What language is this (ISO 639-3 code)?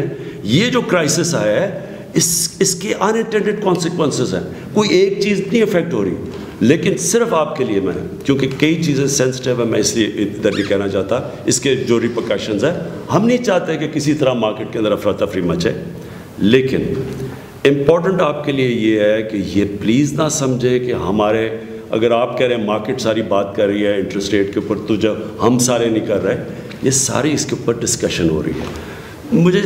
urd